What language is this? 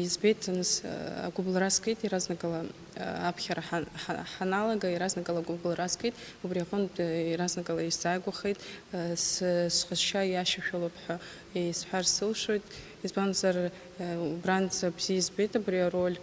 Abkhazian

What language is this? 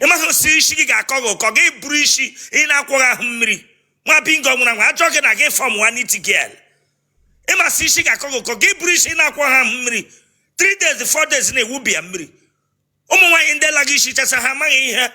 Igbo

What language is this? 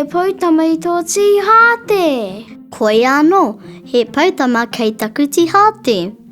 Māori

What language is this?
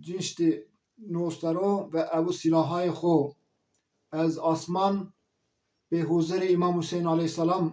Zaza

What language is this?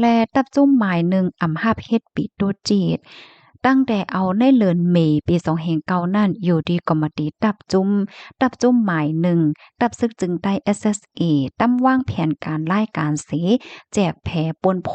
Shan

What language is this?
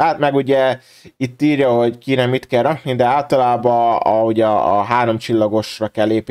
Hungarian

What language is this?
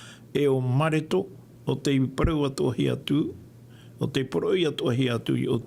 Tahitian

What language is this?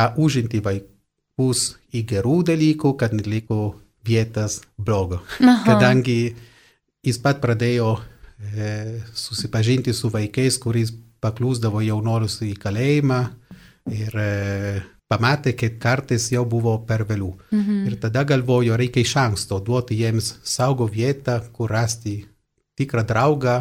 Lithuanian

